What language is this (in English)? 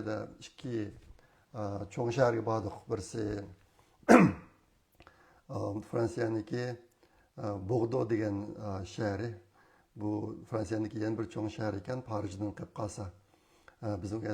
Uyghur